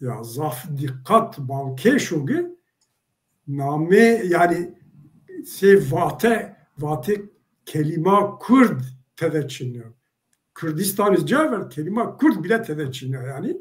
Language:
Zaza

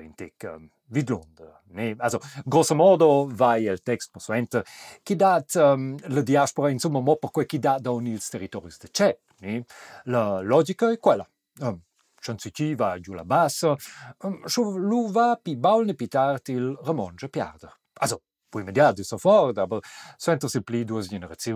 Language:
Romansh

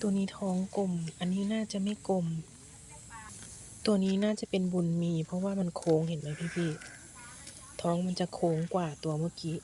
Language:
Lao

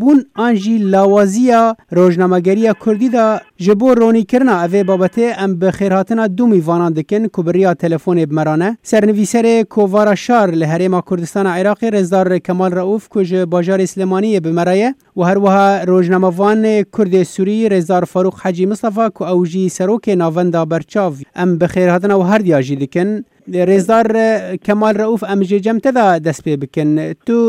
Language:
Kurdish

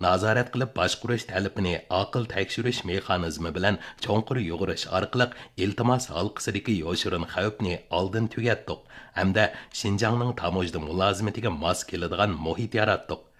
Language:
Uyghur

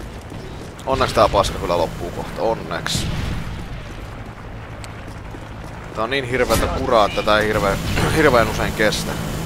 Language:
Finnish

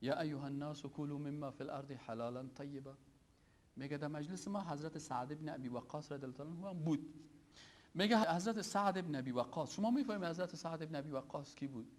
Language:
Persian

